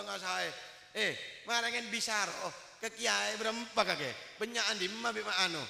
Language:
Madurese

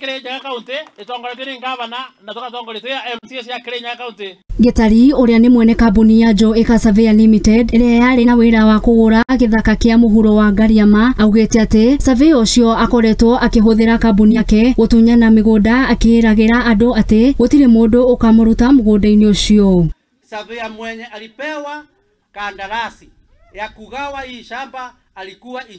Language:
Kikuyu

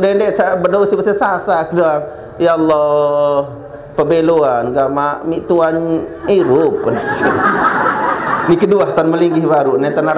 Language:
Sasak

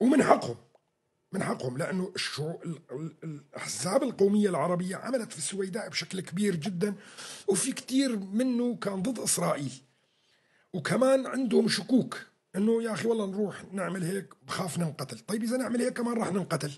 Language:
North Levantine Arabic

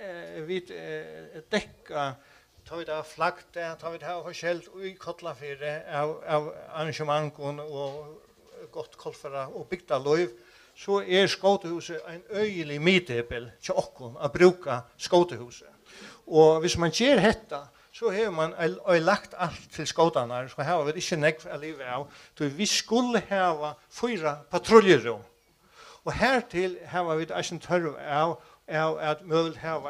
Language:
Faroese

